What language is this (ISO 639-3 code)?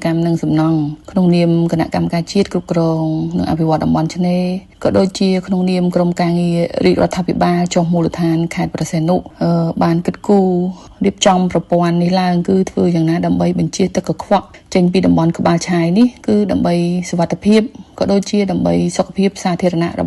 khm